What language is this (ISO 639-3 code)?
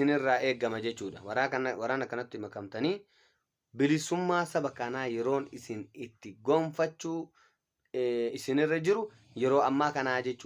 orm